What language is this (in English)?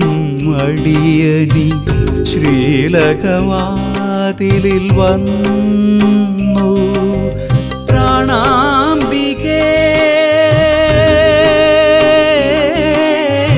Malayalam